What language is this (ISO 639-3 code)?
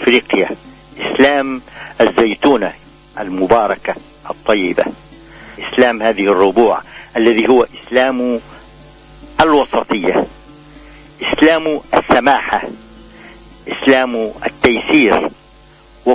aeb